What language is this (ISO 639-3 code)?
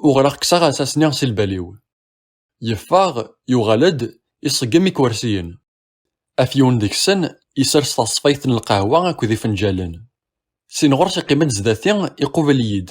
kab